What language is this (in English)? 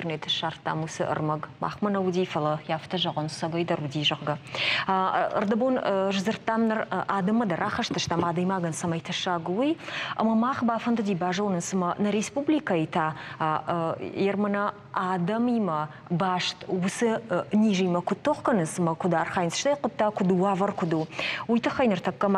Ossetic